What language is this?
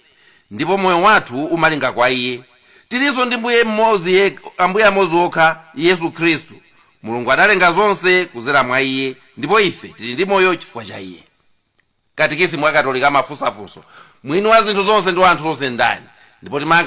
Nyanja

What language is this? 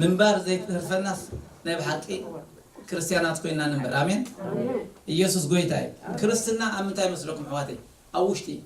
Tigrinya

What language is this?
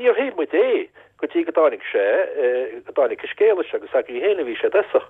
Irish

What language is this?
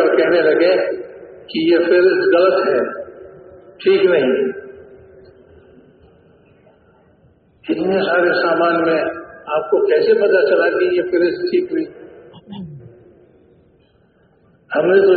Urdu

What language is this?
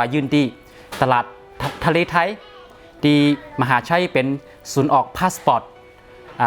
Shan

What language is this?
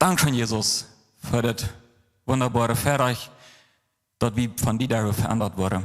Plautdietsch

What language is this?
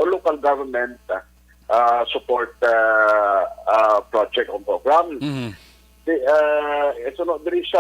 Hiligaynon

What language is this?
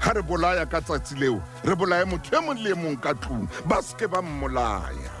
Southern Sotho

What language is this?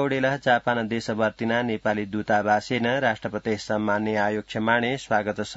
Sanskrit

